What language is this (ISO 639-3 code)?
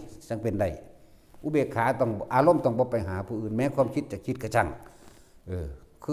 lao